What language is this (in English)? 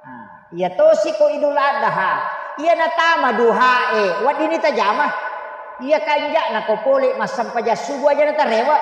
Buginese